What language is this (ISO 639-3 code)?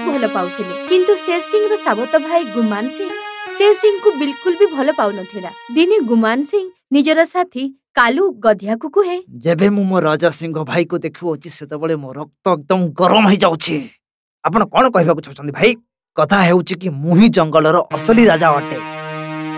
ori